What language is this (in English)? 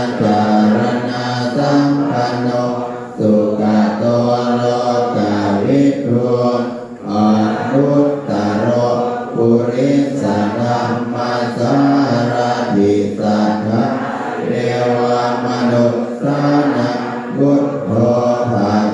Pali